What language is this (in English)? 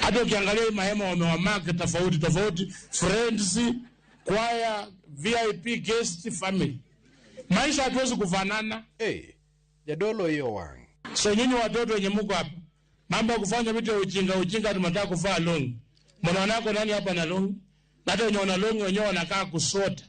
Luo (Kenya and Tanzania)